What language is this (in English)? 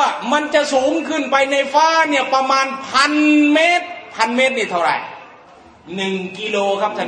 Thai